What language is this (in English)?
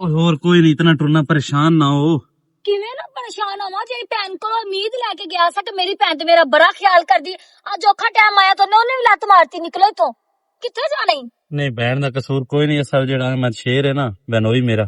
Western Panjabi